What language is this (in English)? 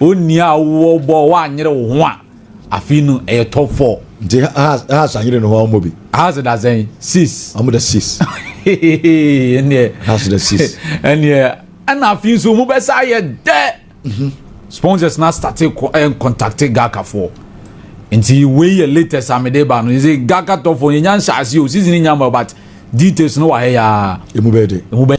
Akan